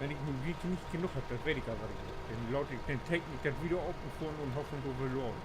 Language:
Low German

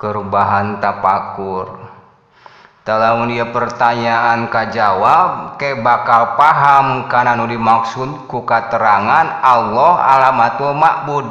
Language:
Sundanese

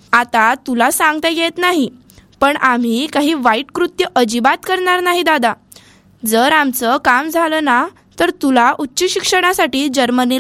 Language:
Marathi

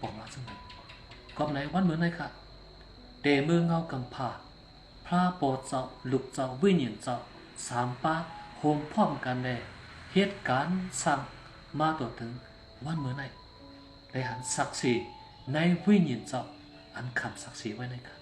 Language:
Shan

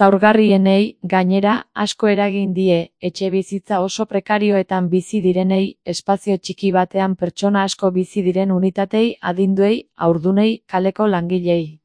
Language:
Basque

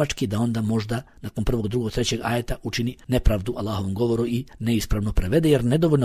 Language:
Bosnian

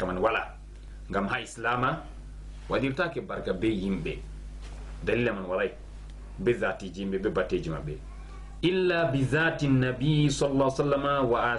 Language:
Fula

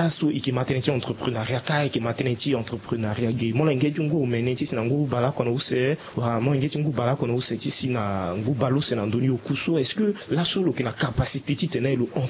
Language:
Sango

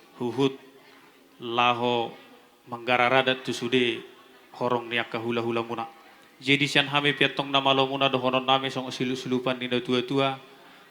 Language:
Batak Toba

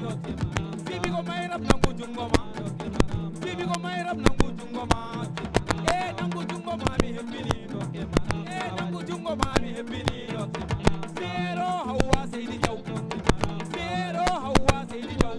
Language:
Fula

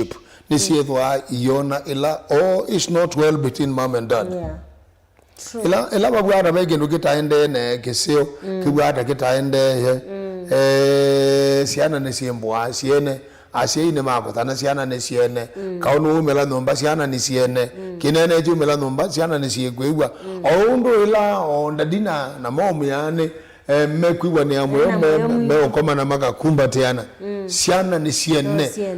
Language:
Kamba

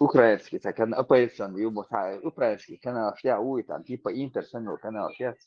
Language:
Chechen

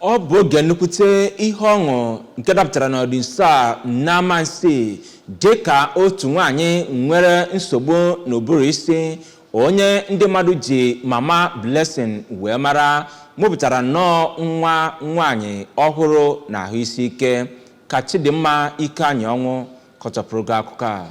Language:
Igbo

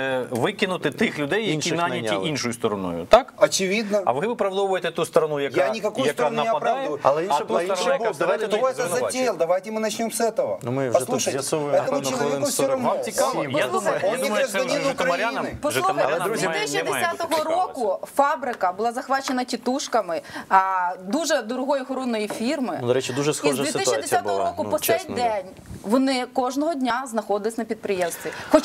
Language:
Ukrainian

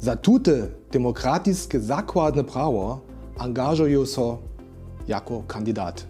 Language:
Upper Sorbian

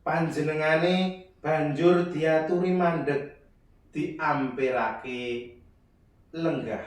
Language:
Javanese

